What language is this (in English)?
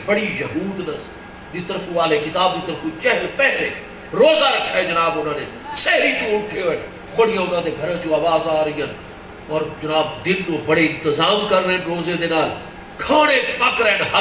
Saraiki